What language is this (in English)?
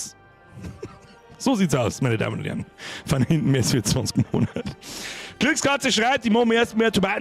Bavarian